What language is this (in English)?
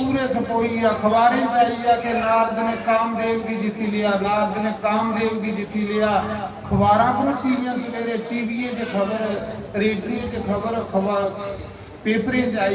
Dogri